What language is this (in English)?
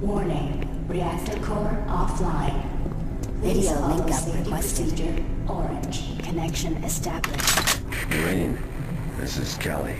Bavarian